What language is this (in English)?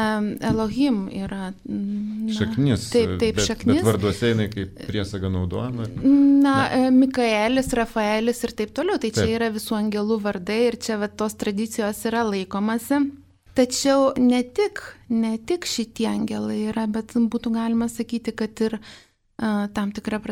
Lithuanian